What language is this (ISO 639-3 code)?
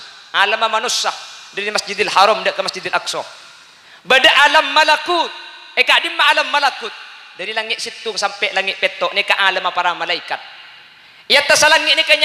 mad